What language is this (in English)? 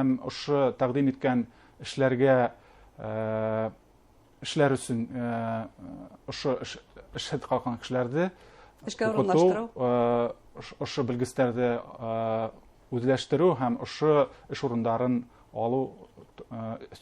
Bashkir